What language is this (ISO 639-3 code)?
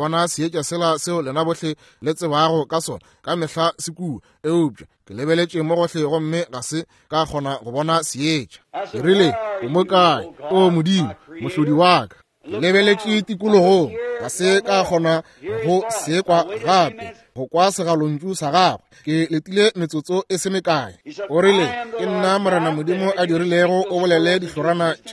nso